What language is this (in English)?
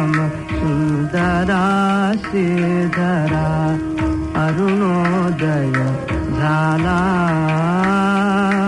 Marathi